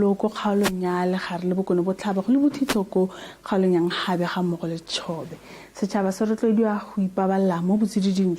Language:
Tswana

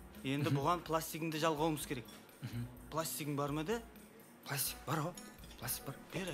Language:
Kara-Kalpak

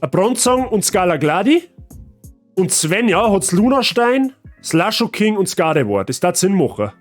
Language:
Bavarian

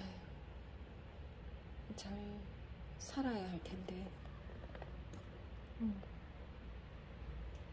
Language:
Korean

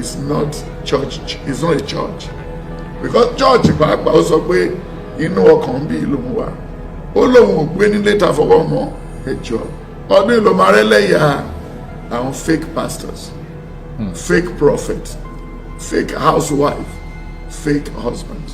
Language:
Yoruba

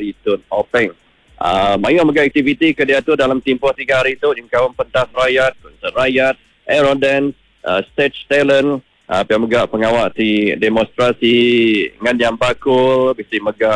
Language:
Iban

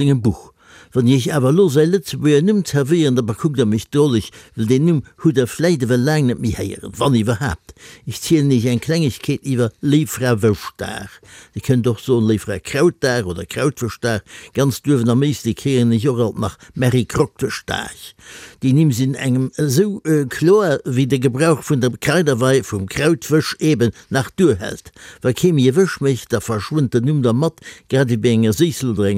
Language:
Luxembourgish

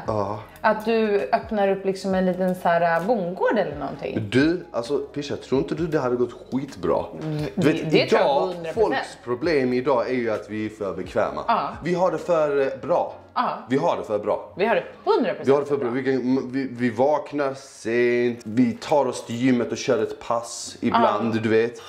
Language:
Swedish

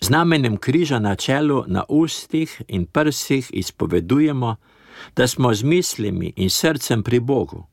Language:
Slovenian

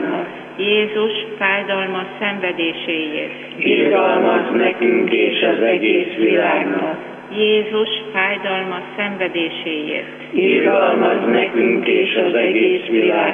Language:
Hungarian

